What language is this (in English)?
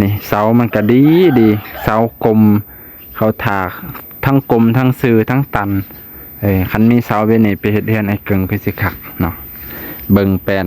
Lao